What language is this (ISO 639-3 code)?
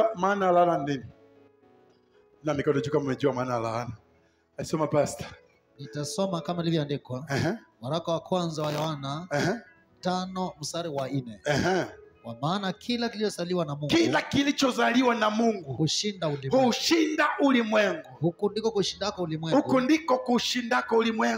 swa